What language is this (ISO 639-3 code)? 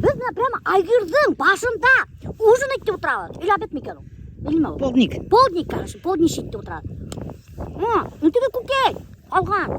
bak